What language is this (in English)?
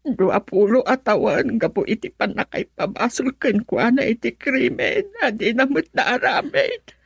Iloko